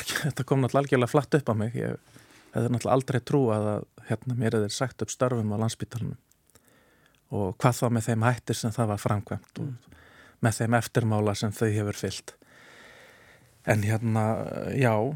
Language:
Icelandic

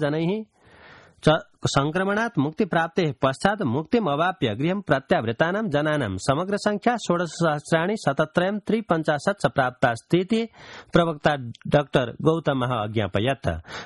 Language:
Sanskrit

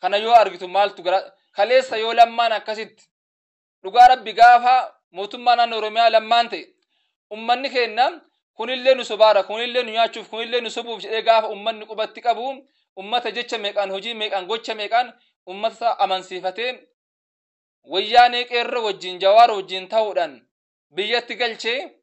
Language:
Oromo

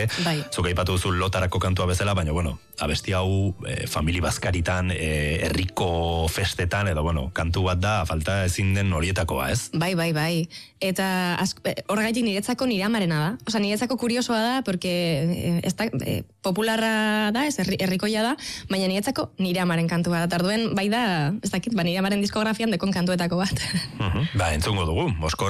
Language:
Basque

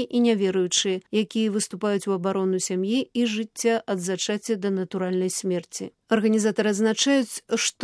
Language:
Belarusian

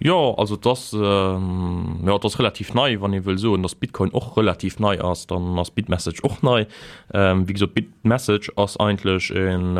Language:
Luxembourgish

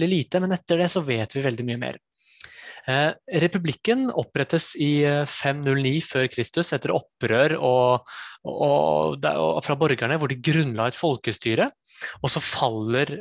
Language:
Norwegian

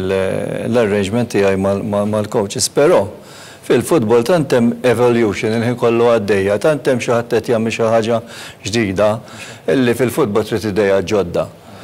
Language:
Maltese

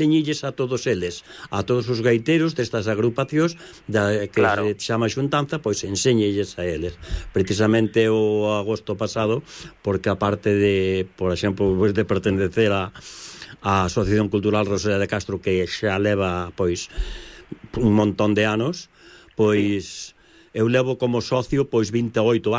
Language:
Galician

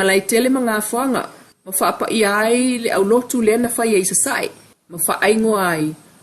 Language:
Samoan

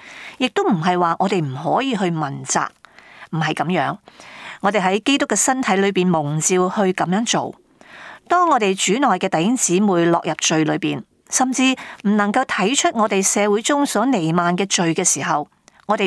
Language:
Cantonese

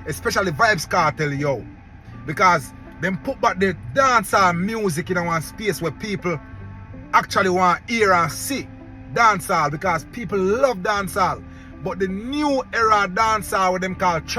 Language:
Jamaican Creole English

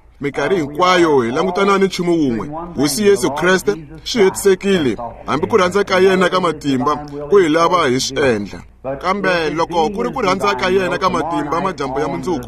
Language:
Tsonga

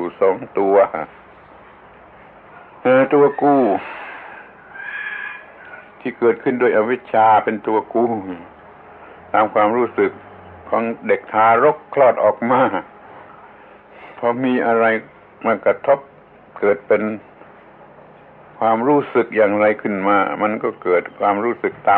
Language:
Thai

